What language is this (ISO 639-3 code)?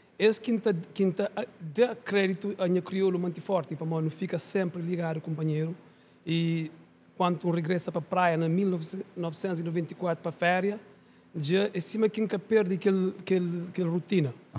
kea